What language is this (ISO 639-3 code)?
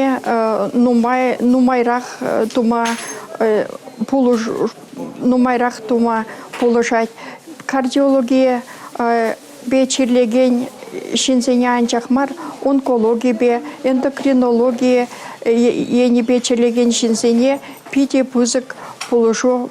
chv